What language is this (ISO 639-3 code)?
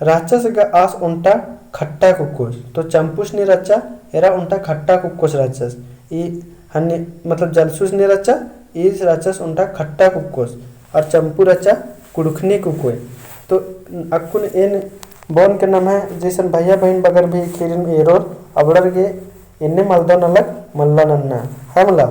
kru